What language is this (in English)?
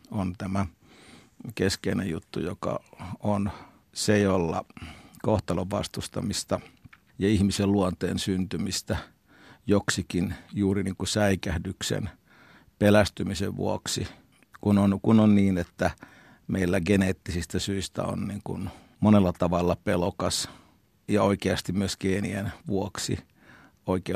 Finnish